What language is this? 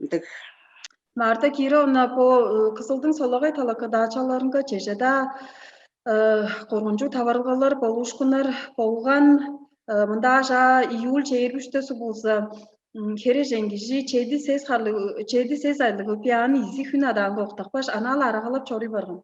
Tuvinian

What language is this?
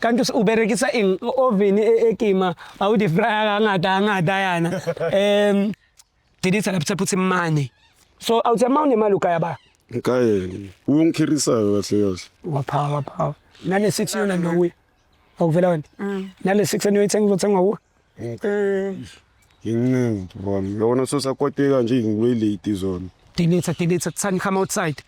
Zulu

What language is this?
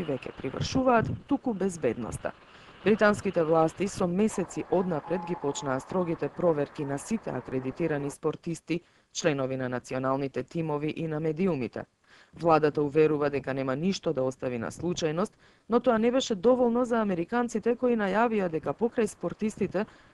Macedonian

